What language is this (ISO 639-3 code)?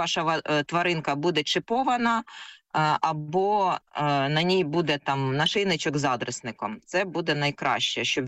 ukr